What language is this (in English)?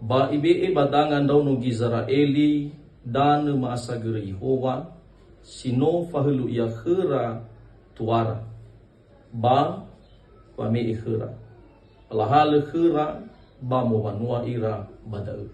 Nias